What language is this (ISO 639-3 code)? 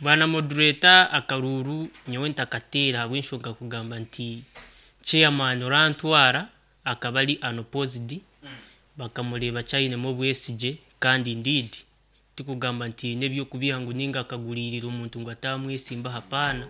nyn